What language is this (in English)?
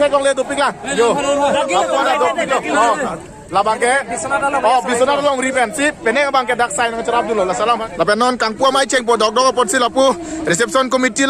Karbi